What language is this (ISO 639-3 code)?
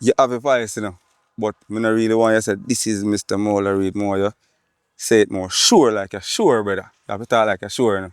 jam